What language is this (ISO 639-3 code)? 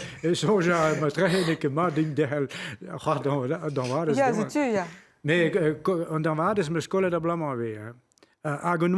bre